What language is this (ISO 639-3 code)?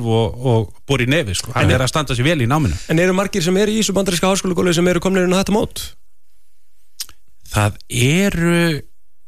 isl